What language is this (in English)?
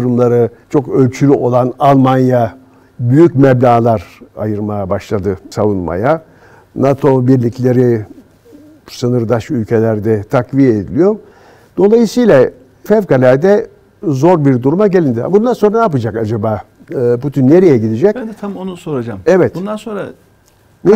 Turkish